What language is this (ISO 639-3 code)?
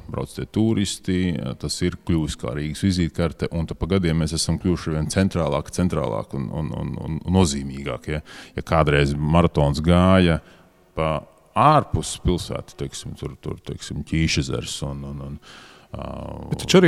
lav